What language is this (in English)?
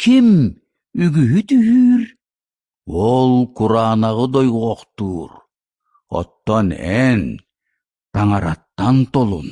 Yakut